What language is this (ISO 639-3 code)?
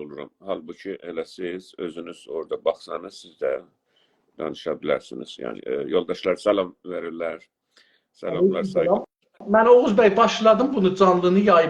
azb